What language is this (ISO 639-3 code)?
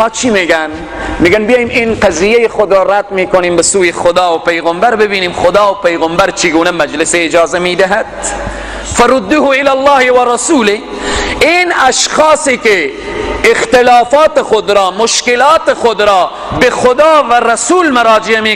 fas